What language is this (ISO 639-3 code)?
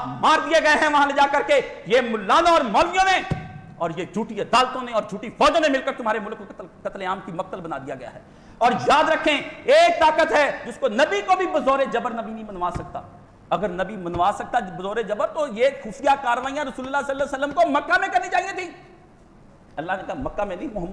urd